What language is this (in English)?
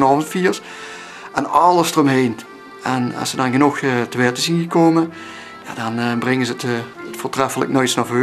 Limburgish